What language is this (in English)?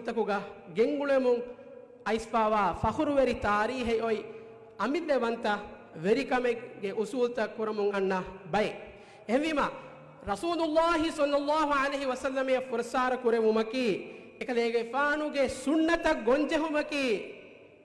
Divehi